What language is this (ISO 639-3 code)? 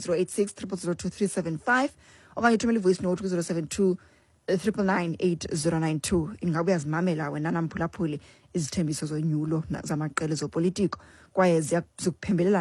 xho